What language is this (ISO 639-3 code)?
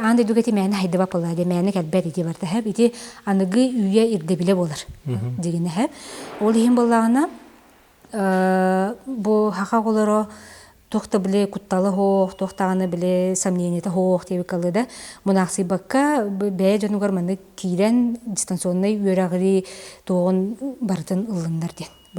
sah